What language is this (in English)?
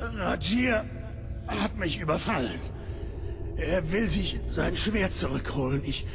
Bavarian